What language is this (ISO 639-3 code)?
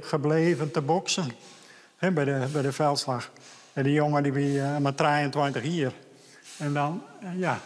fry